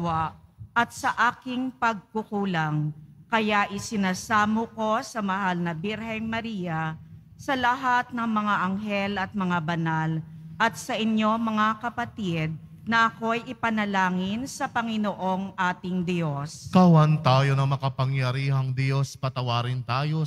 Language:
Filipino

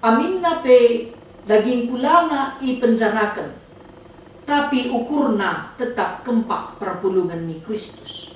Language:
Batak Karo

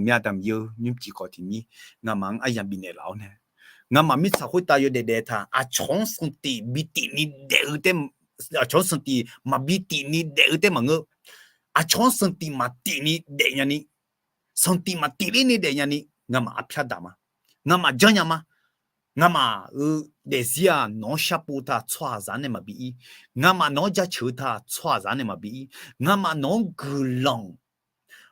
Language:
Akha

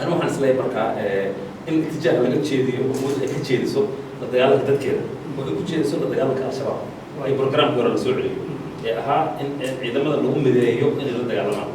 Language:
Somali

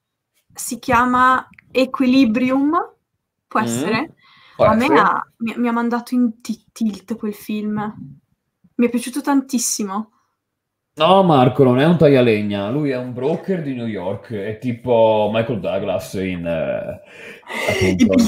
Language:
Italian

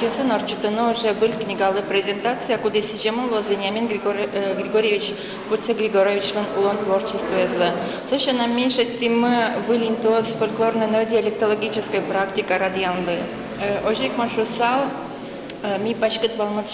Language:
Udmurt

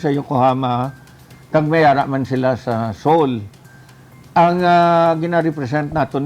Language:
Hiligaynon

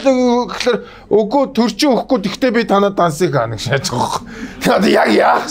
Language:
Mongolian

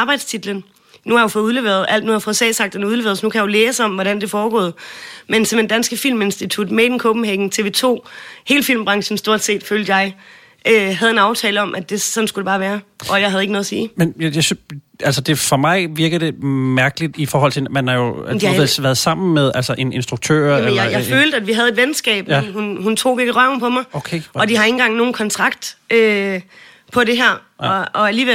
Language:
Danish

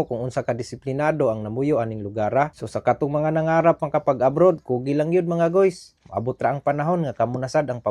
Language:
Cebuano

